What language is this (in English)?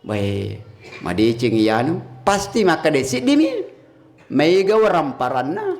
Buginese